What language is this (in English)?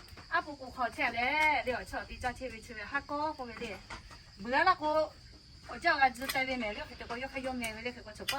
Lahu